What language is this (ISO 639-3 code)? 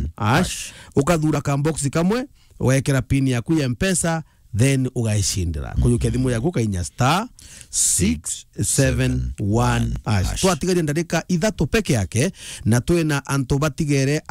mer